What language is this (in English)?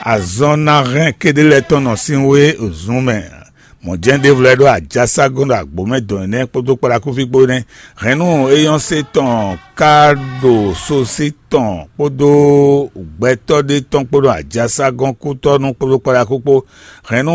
Fon